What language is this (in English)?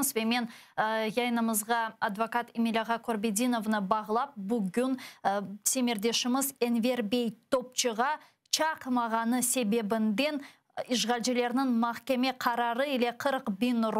Crimean Tatar